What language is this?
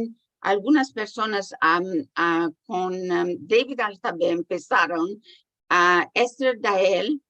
Ladino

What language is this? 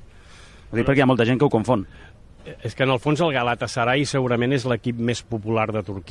Catalan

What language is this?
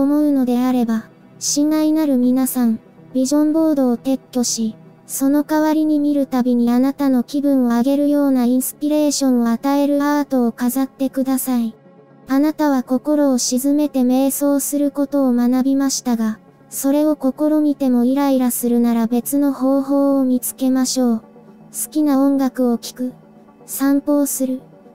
Japanese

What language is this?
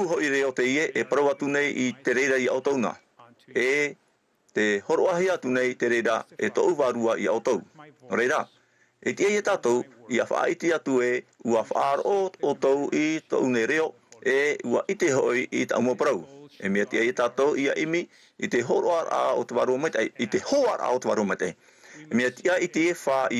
Tahitian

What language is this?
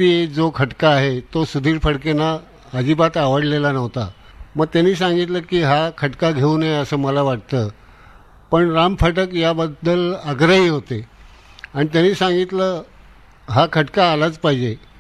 Marathi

